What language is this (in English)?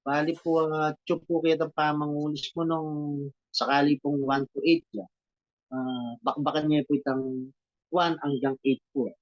Pampanga